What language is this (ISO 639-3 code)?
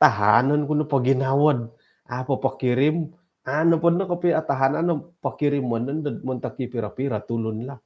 dtp